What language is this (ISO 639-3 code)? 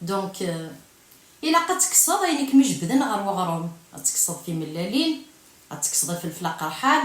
kab